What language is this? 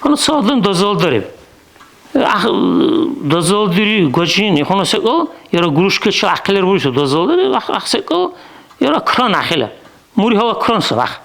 Dargwa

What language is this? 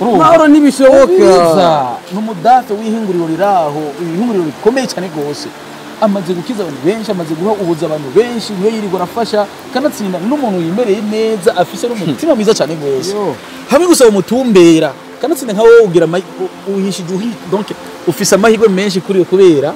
Rundi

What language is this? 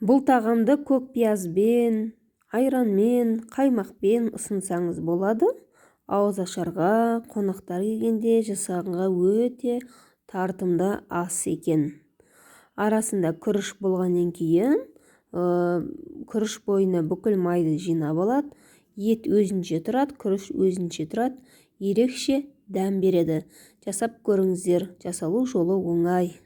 Kazakh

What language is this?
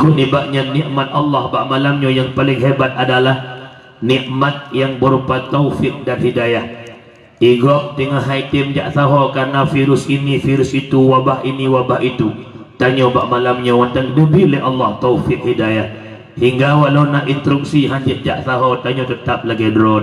Achinese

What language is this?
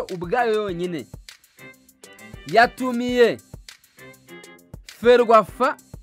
Kinyarwanda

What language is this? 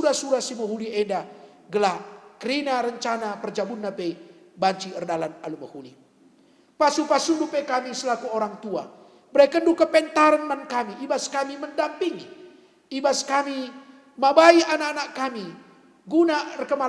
Batak Karo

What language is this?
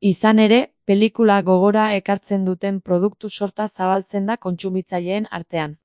Basque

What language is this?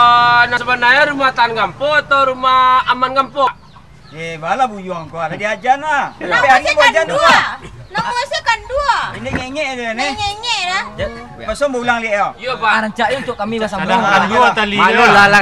Minangkabau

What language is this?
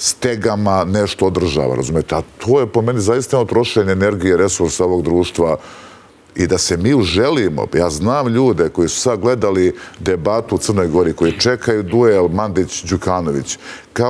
Serbian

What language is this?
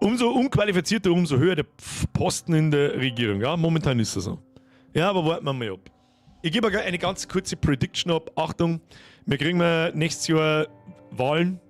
Bavarian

